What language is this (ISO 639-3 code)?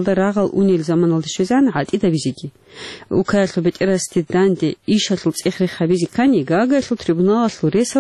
ava